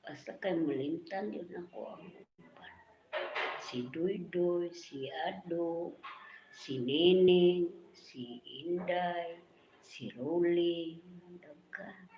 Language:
Cebuano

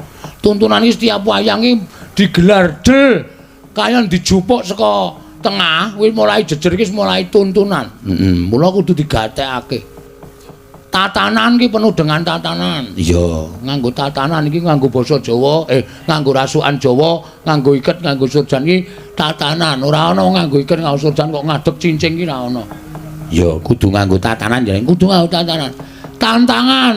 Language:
Javanese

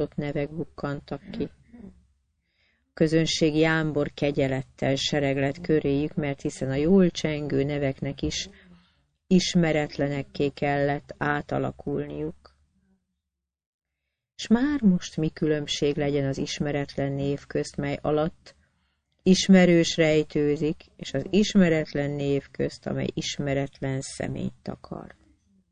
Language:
Hungarian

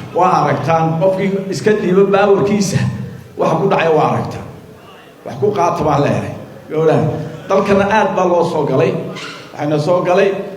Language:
Somali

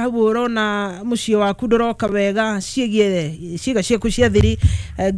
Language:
Kikuyu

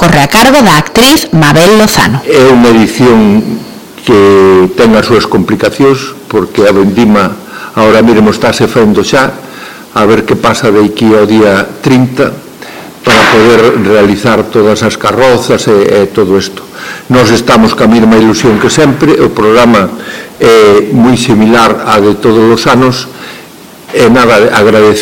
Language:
Galician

